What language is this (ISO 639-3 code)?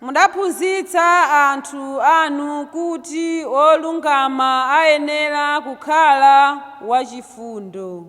nya